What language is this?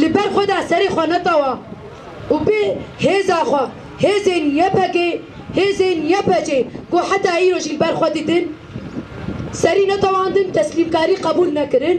Kurdish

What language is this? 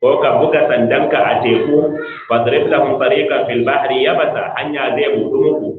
Hausa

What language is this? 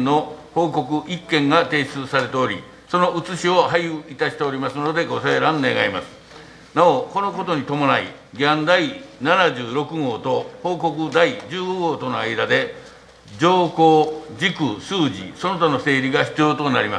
Japanese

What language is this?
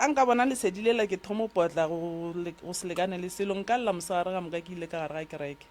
Northern Sotho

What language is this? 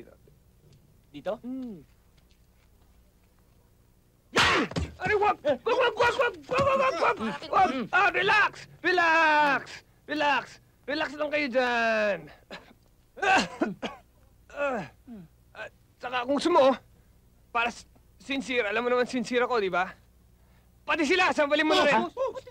Filipino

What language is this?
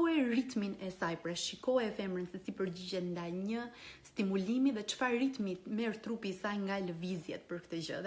Albanian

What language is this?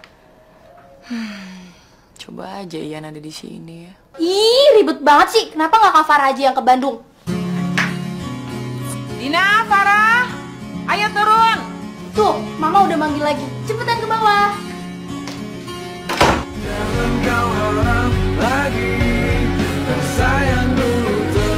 Indonesian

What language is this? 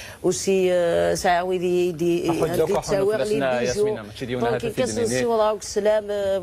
Kabyle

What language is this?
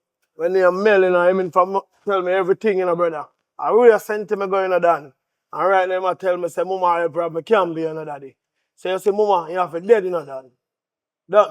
Jamaican Creole English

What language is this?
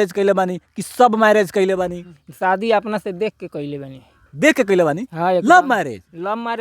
Bhojpuri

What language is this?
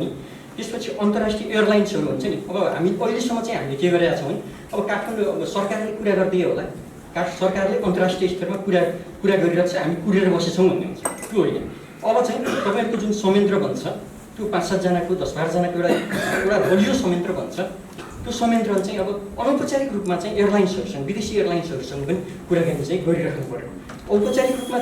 Nepali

